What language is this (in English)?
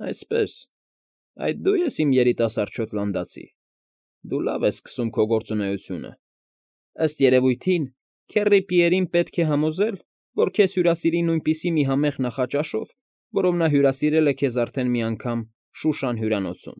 Armenian